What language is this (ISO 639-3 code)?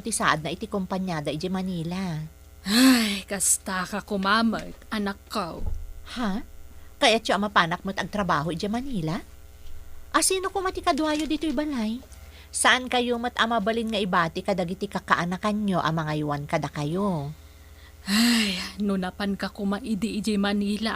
ilo